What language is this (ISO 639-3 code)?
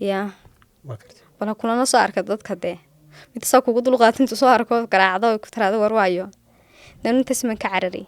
som